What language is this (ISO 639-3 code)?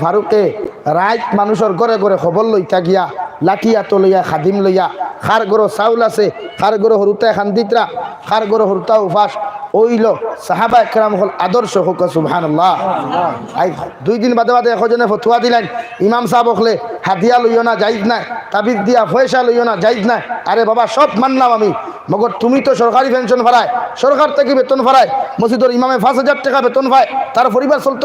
syl